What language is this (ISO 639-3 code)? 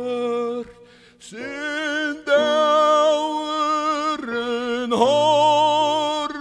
fao